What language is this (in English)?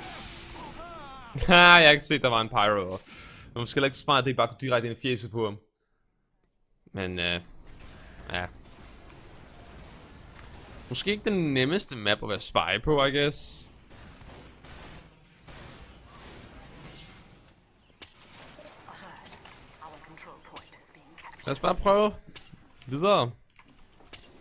Danish